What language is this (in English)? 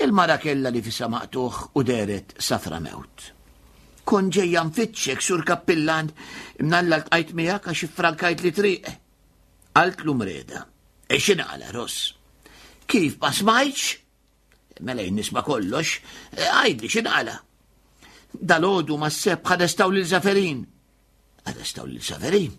Maltese